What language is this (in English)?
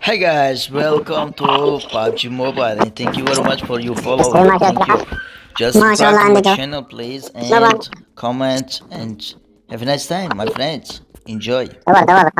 Mesopotamian Arabic